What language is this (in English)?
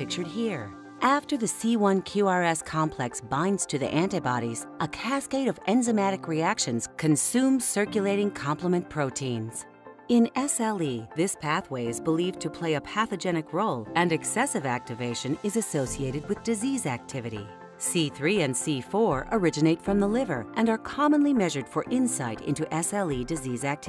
English